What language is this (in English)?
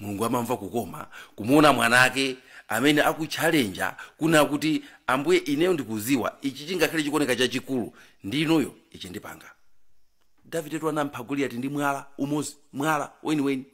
Nyanja